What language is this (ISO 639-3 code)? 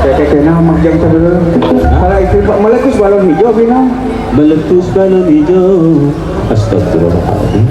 sun